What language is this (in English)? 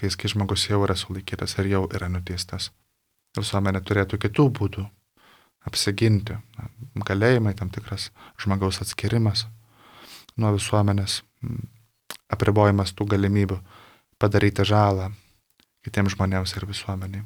Lithuanian